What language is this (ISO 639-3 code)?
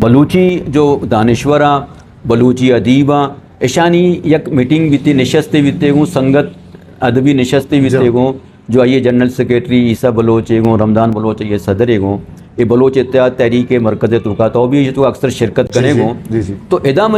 bgp